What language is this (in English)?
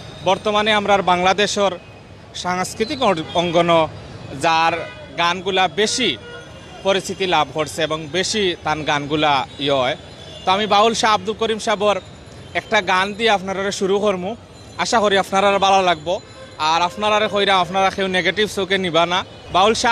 Sylheti